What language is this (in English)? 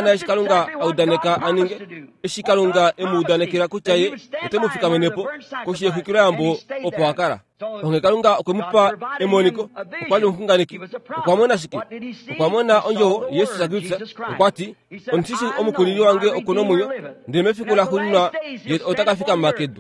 Kuanyama